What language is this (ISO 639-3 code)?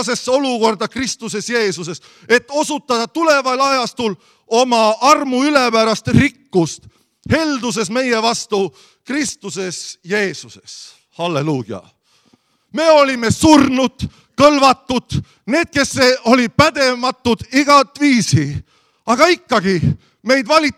est